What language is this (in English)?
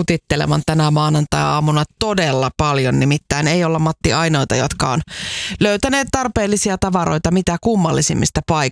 Finnish